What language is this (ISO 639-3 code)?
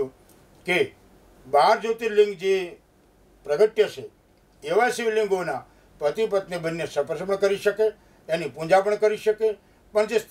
guj